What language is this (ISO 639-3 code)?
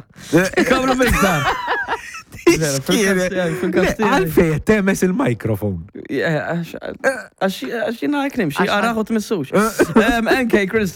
mlt